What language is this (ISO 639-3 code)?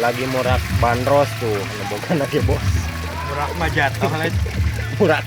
sun